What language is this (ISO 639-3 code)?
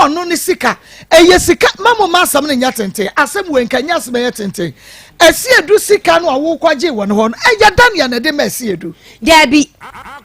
aka